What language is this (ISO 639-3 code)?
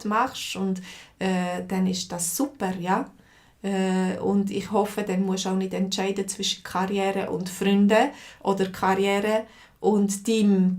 gsw